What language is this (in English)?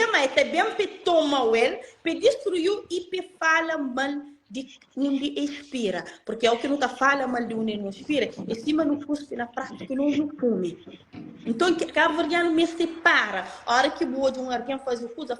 Kabuverdianu